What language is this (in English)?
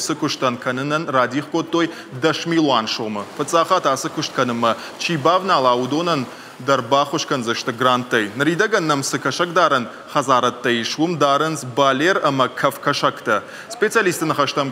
Ossetic